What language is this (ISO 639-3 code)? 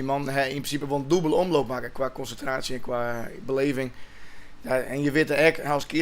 fry